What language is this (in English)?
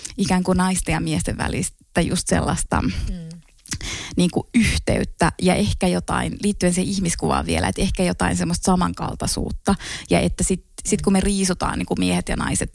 Finnish